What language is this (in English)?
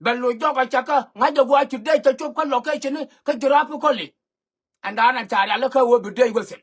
Nuer